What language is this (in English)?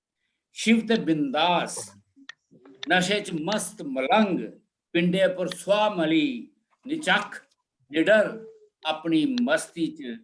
Dogri